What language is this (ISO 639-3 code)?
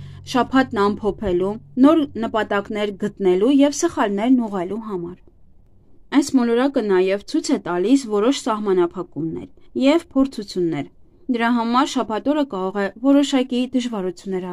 hye